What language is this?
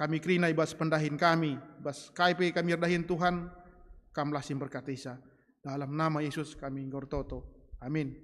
Batak Karo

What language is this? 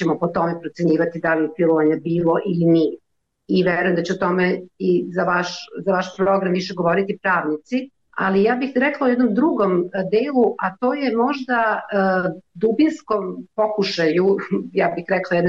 Serbian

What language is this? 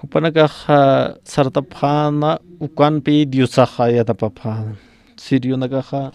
Aymara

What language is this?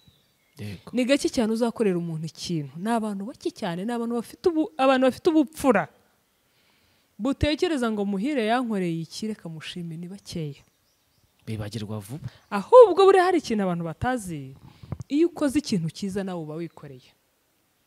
Kinyarwanda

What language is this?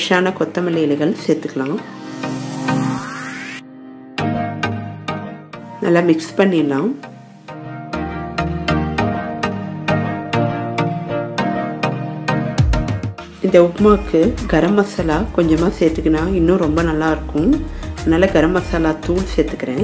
Tamil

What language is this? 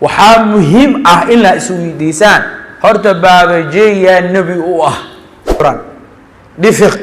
Somali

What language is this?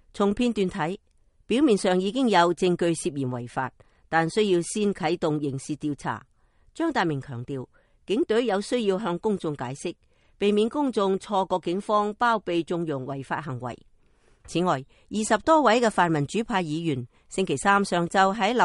Cantonese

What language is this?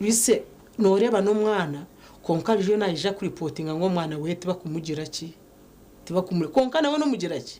Nyankole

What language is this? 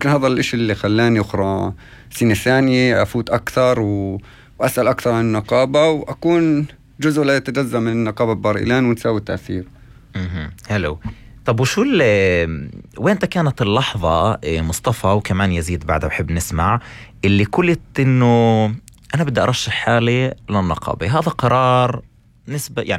North Levantine Arabic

